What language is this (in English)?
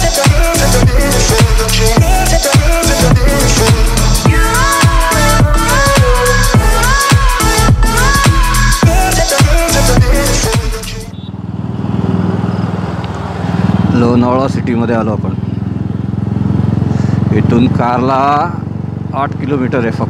Marathi